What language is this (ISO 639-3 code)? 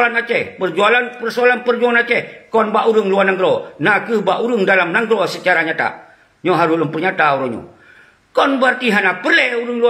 ace